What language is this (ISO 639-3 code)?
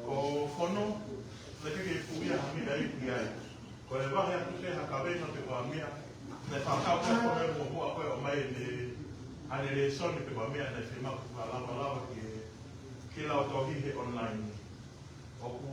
ton